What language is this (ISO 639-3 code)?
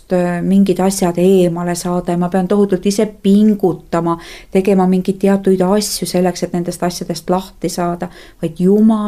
est